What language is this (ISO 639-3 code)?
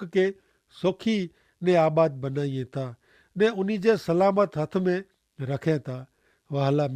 kfr